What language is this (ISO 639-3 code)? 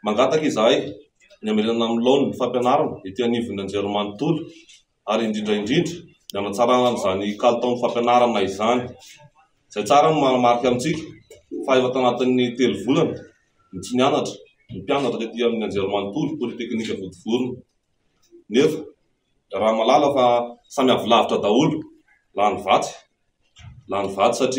mlg